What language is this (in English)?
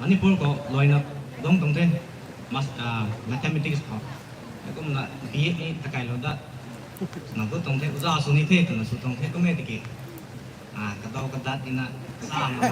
Rongmei Naga